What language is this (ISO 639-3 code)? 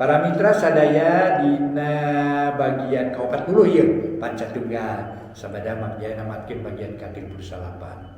sun